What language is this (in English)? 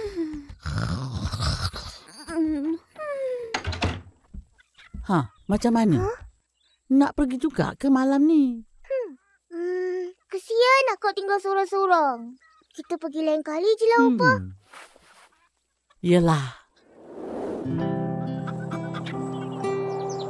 Malay